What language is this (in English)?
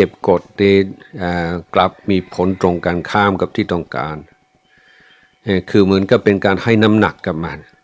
Thai